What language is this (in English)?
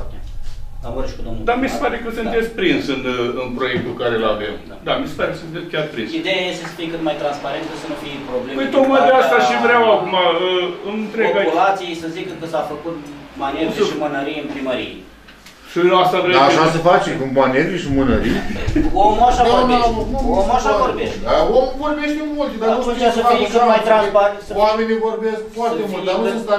Romanian